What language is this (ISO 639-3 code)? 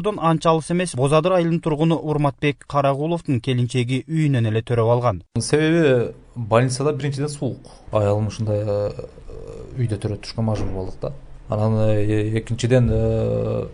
kir